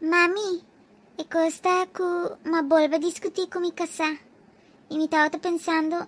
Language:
Papiamento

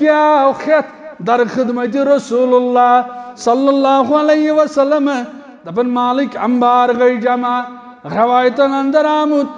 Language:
Kashmiri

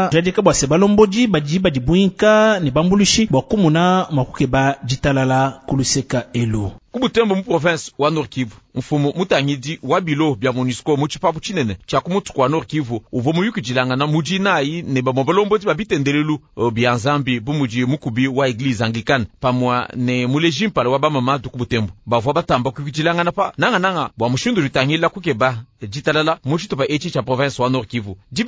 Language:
Luba-Lulua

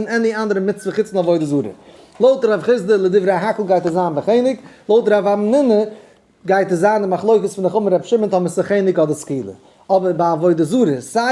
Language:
Yiddish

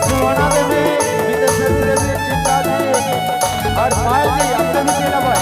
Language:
Sadri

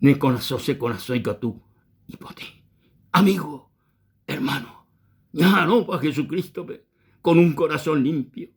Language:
Guarani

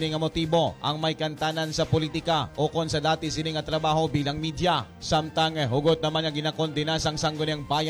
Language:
Hiligaynon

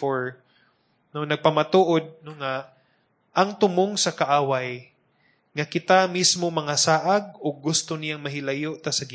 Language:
Cebuano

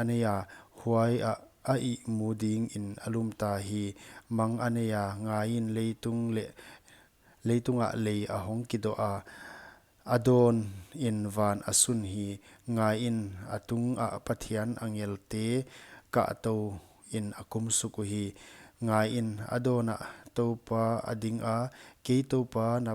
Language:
Paite Chin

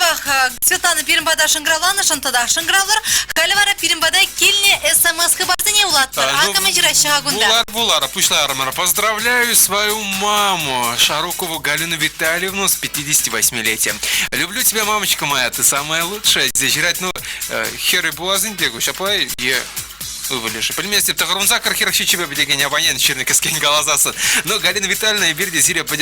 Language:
Chuvash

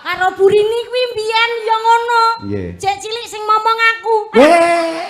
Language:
Javanese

